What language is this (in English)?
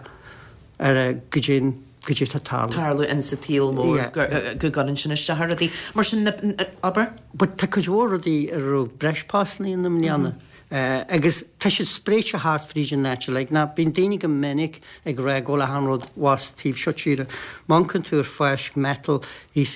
Irish